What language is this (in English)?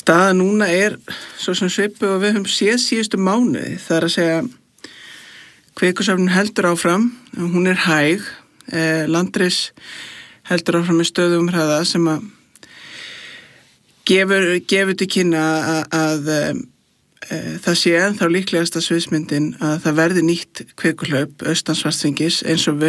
Icelandic